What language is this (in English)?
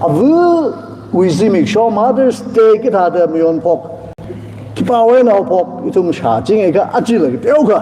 Tangkhul Naga (India)